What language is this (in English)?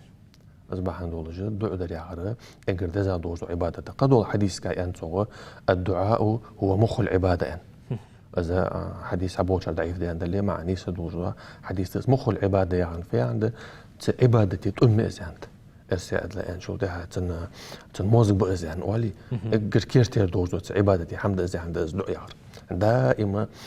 Ingush